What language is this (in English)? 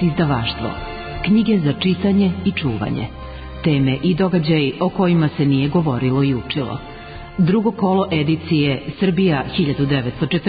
Serbian